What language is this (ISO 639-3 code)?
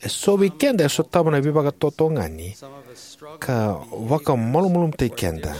fij